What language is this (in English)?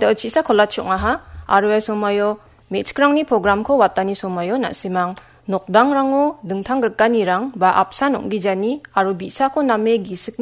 Garo